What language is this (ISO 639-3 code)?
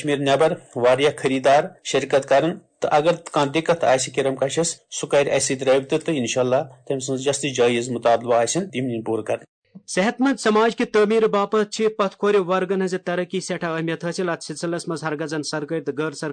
kas